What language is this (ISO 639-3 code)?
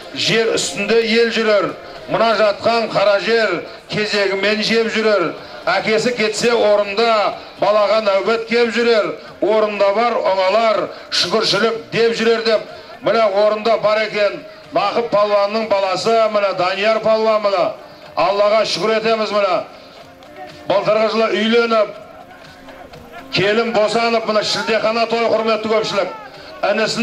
kaz